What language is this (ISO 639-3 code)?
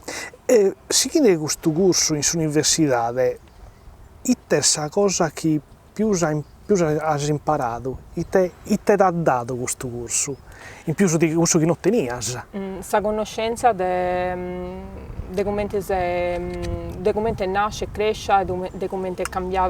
srd